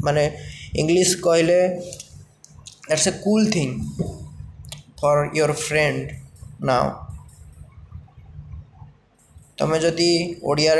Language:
Odia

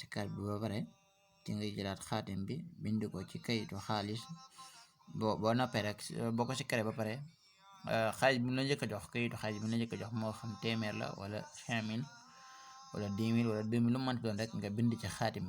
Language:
Wolof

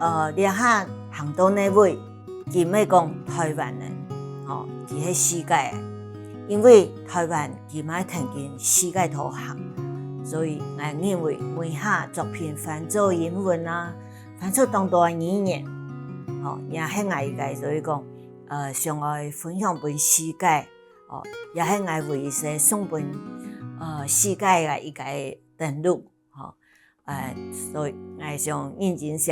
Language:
Hakka Chinese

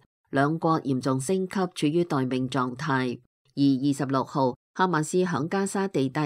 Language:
Cantonese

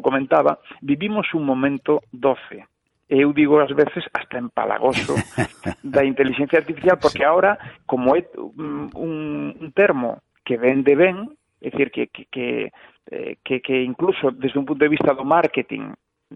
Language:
Galician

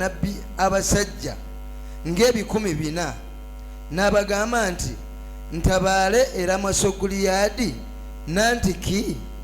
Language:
Ganda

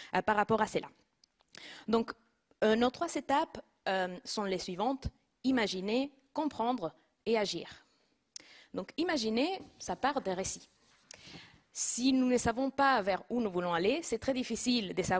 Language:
French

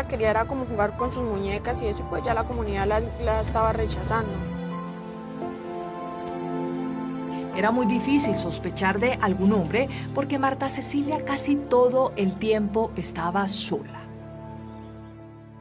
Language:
Spanish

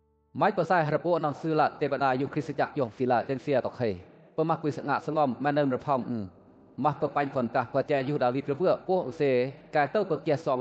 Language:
Western Lawa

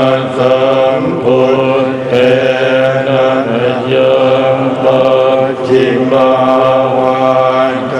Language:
Pali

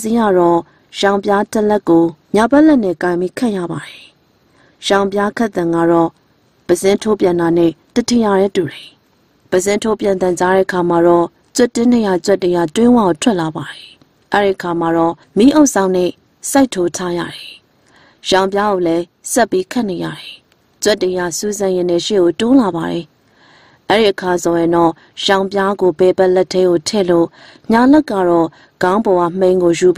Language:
Burmese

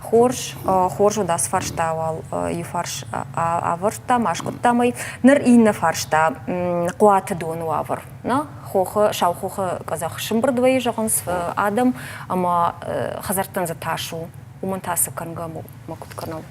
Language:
Ossetic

